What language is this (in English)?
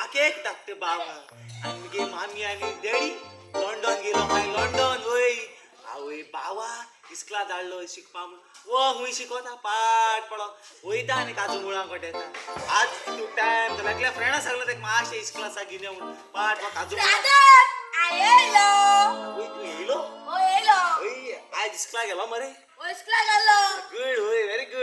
Konkani